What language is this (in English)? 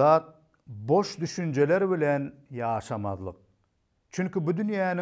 Turkmen